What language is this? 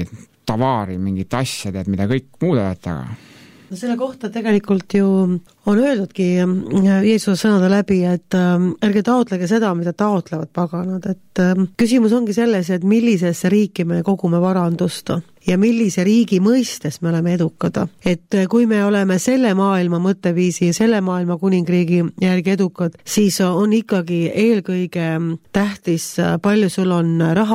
Estonian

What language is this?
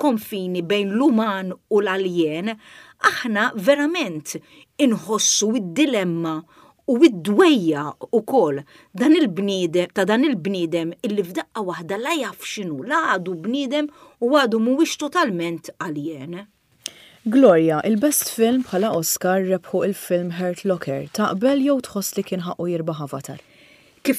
Maltese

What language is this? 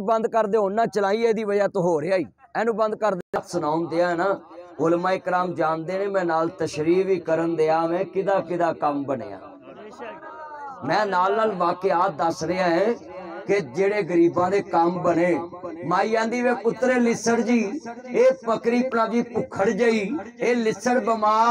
Western Panjabi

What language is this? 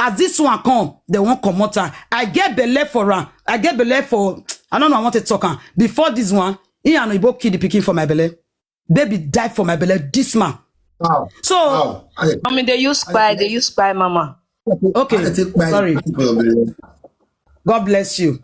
Nigerian Pidgin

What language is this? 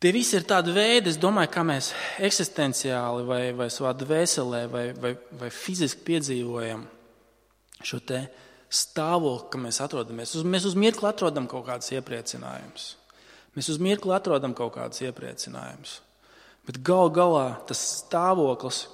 Latvian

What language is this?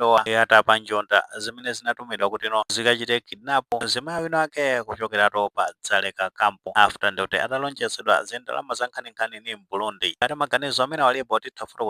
Nyanja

